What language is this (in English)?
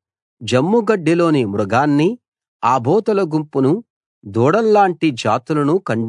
Telugu